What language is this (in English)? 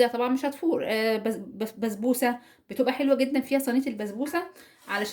Egyptian Arabic